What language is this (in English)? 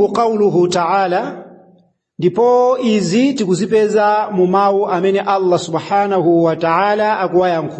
Nyanja